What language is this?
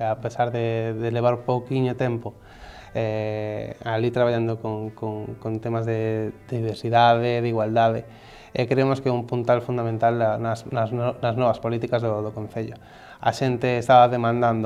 Galician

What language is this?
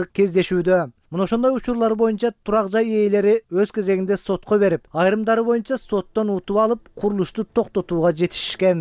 Kyrgyz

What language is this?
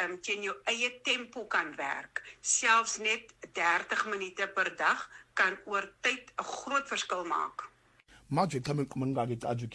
Afrikaans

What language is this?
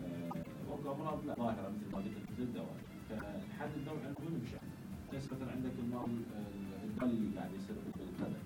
Mesopotamian Arabic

